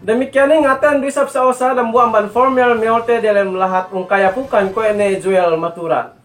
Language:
Yakan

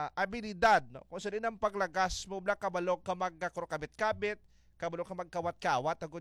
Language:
Hiligaynon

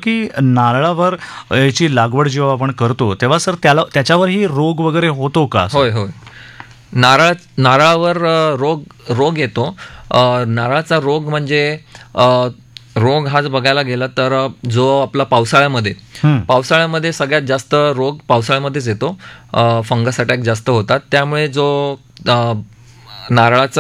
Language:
Marathi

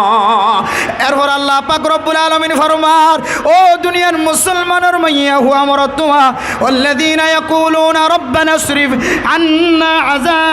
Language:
Rohingya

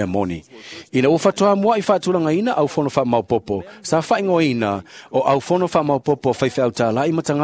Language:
Samoan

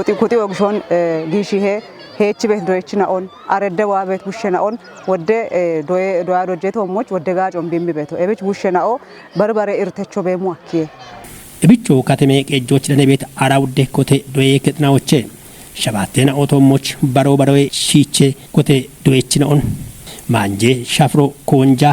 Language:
Kafa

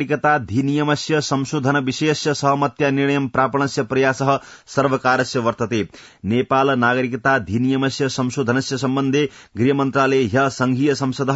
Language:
Sanskrit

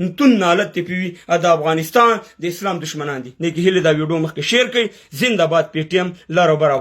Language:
Pashto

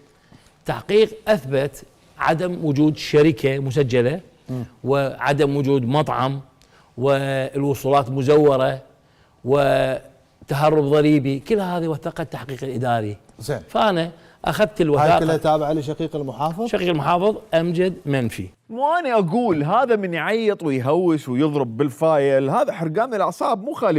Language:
Mesopotamian Arabic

